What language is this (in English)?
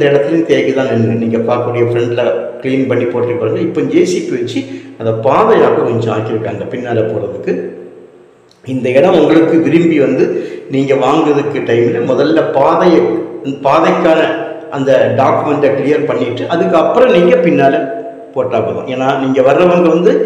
Tamil